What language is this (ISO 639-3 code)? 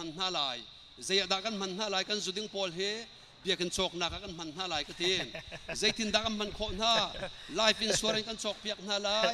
cnh